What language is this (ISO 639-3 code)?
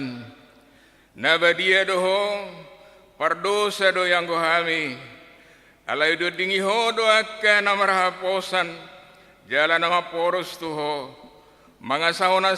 bbc